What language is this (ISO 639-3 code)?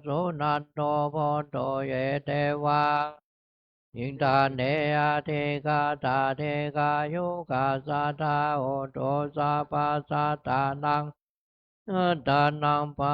pli